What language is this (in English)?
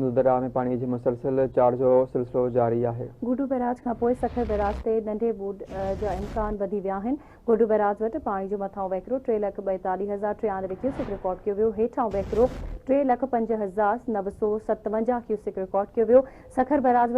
Sindhi